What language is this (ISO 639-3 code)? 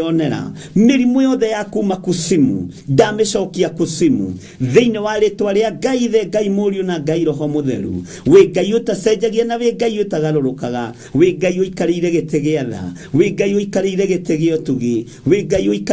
kik